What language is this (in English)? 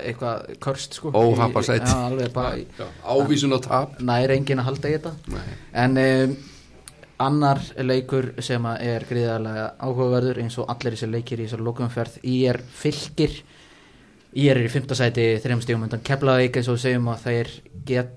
Icelandic